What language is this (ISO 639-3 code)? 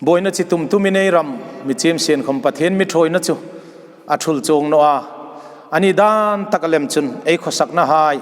hmr